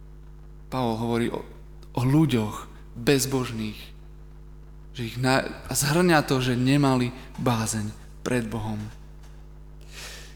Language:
Slovak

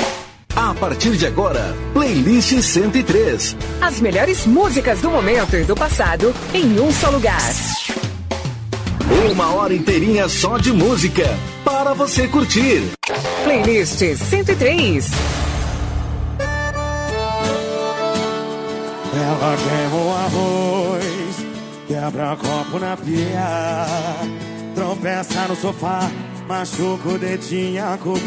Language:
Portuguese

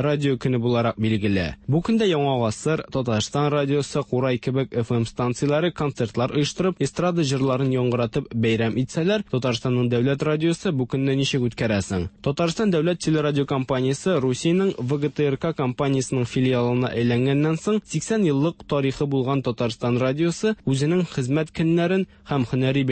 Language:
Tatar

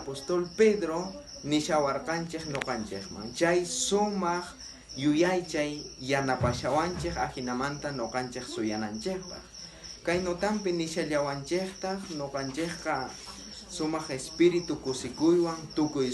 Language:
South Bolivian Quechua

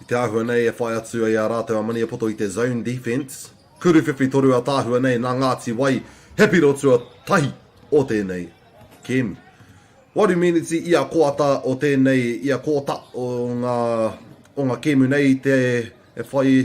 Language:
Māori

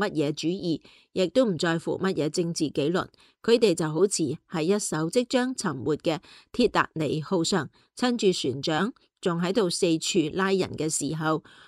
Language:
Cantonese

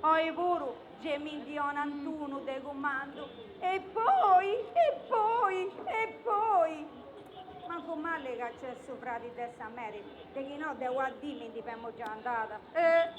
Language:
Sardinian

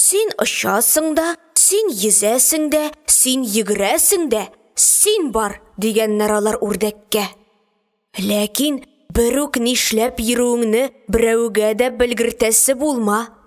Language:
Tatar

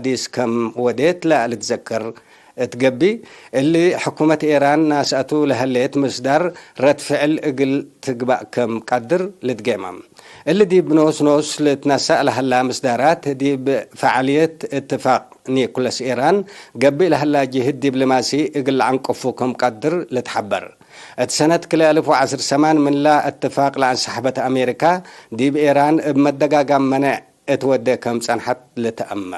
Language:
Tigre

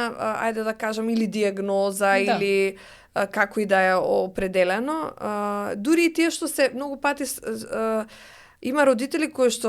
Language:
Macedonian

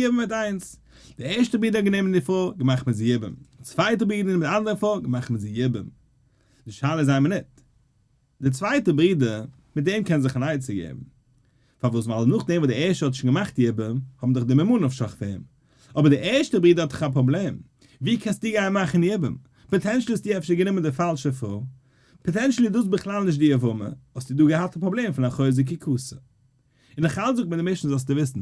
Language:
Yiddish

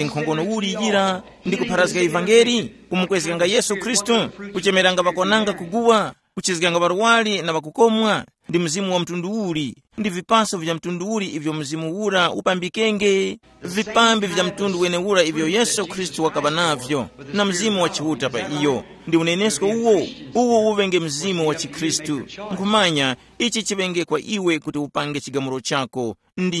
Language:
Tumbuka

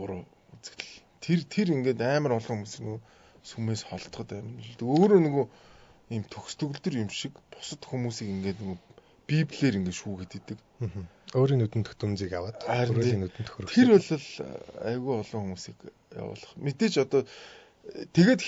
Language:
Mongolian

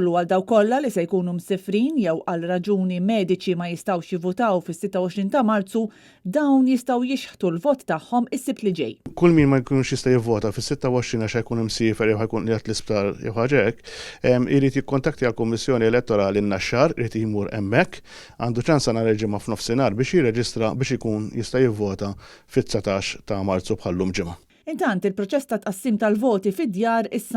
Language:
Maltese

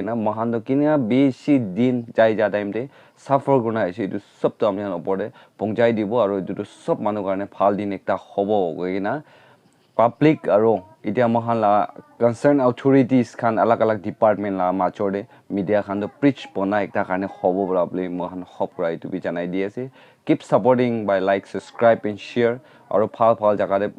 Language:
Naga Pidgin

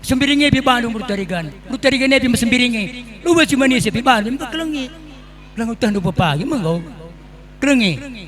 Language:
Batak Karo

